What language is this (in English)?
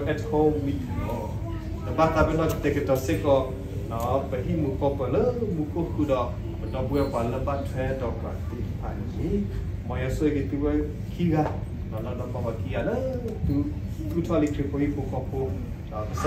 S'gaw Karen